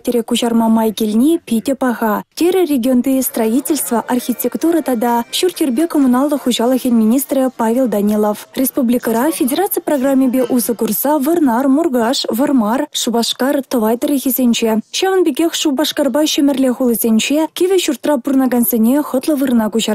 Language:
Chuvash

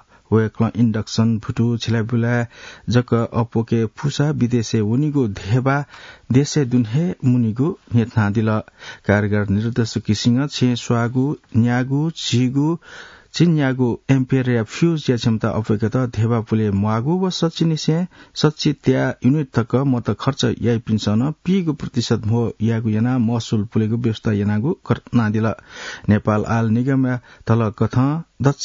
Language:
Newari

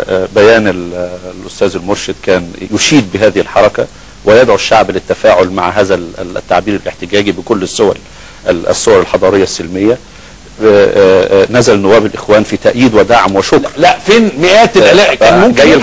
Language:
Egyptian Arabic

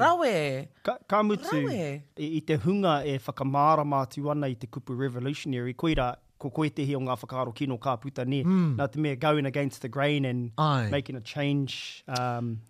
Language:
Māori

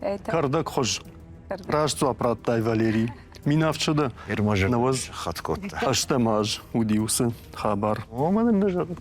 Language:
Ossetic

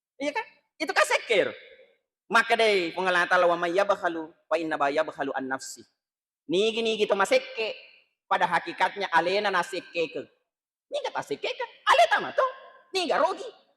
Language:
Buginese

